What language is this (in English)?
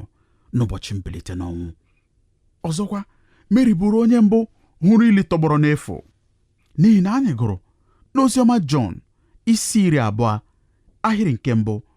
Igbo